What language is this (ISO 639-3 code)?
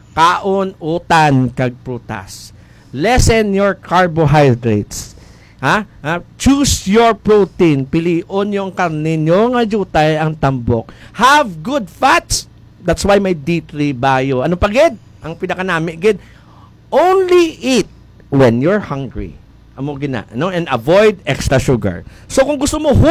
hil